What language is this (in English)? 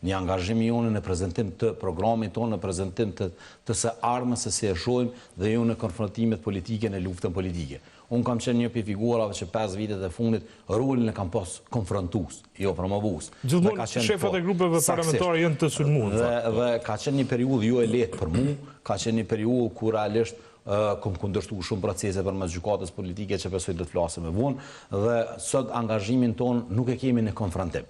Albanian